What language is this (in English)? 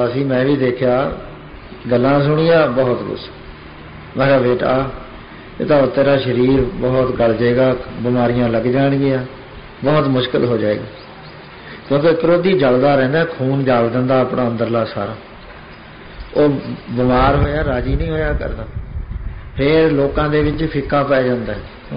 Punjabi